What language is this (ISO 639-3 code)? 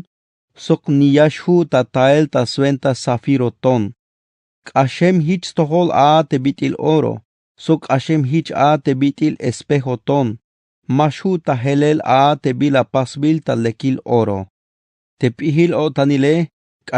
tzh